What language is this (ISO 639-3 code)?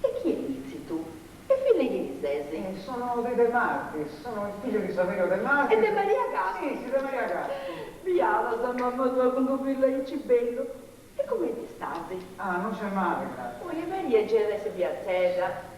srd